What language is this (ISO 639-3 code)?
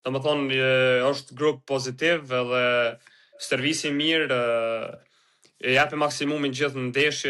sqi